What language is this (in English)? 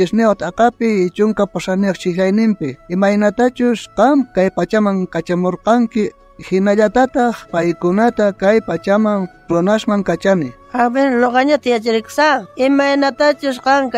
South Bolivian Quechua